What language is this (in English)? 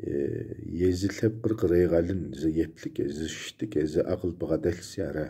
Kabardian